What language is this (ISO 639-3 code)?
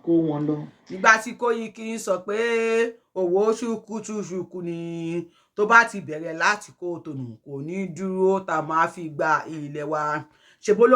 yor